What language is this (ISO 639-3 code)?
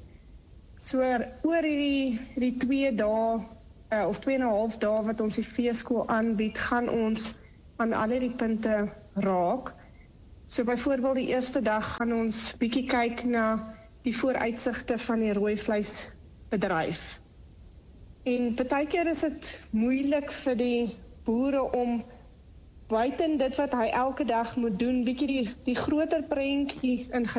afr